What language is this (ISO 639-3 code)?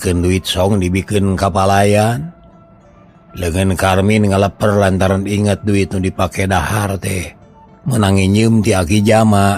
sun